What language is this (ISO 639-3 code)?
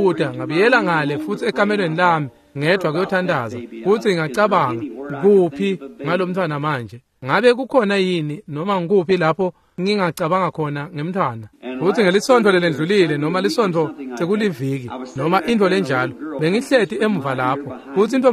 ssw